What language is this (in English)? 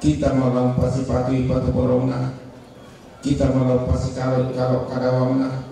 Toraja-Sa'dan